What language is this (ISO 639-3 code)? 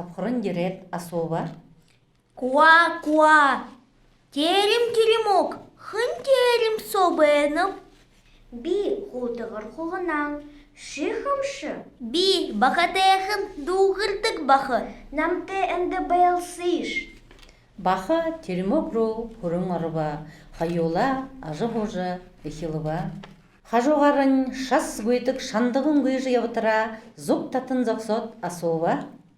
bua